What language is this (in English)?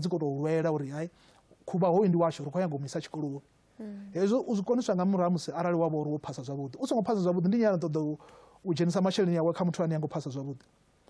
Venda